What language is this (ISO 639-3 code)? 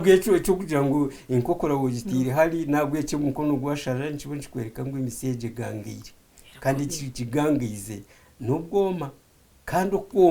nyn